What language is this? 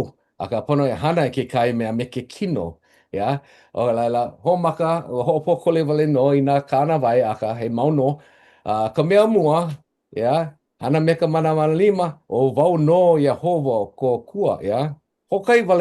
Hawaiian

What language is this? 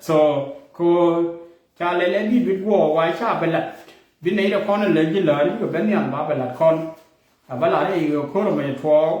Nuer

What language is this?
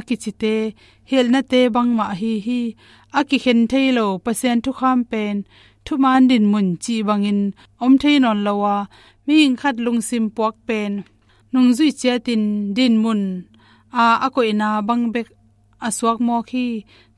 Tedim Chin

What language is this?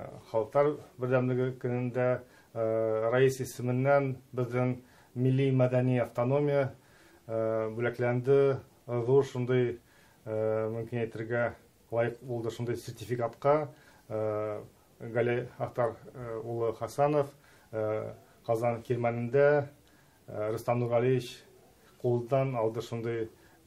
Tatar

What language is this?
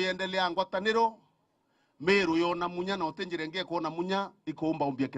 Meru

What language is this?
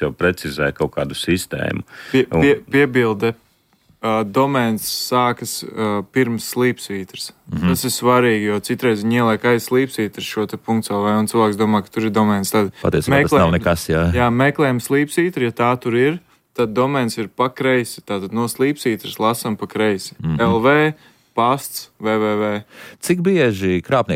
Latvian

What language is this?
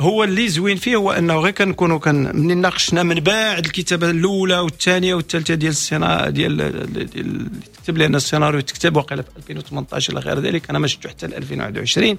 Moroccan Arabic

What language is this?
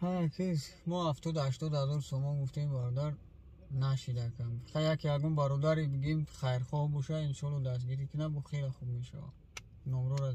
Tajik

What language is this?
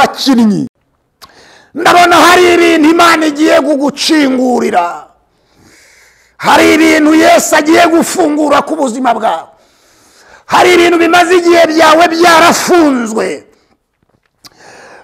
Kinyarwanda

